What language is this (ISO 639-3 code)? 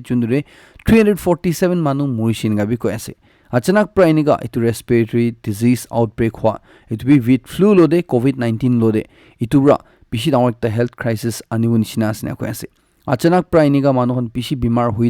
nag